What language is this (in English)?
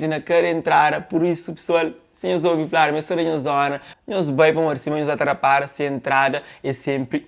Kabuverdianu